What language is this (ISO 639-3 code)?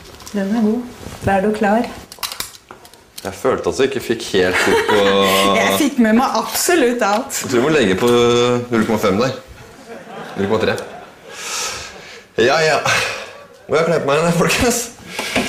nor